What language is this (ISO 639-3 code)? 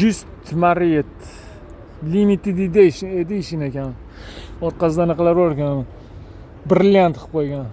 uzb